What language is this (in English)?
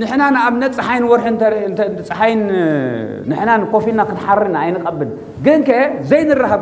Tigrinya